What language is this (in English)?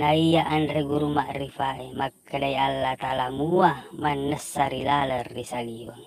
Buginese